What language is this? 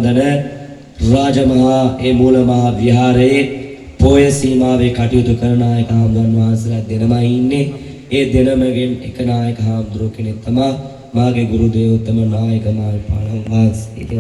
Sinhala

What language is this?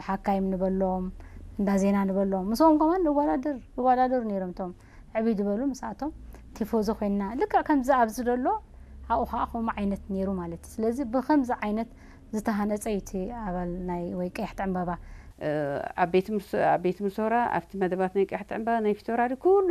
Tigrinya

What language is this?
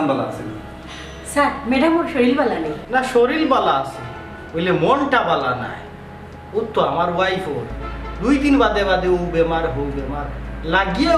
Sylheti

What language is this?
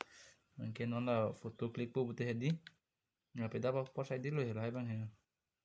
Karbi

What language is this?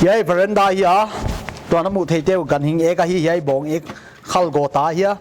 Paite Chin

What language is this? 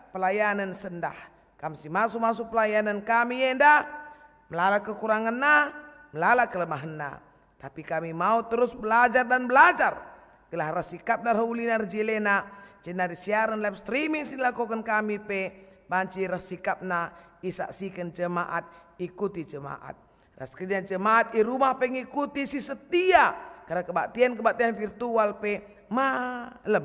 Batak Karo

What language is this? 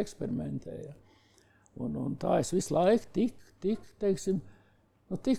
Latvian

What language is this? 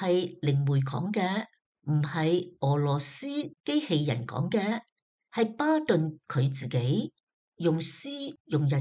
Cantonese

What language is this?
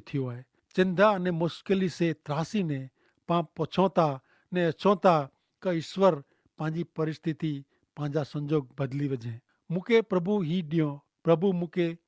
Kachhi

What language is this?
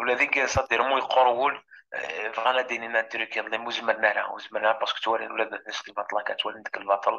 Kabyle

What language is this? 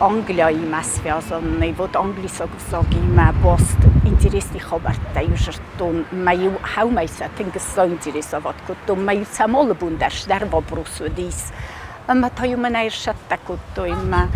Ossetic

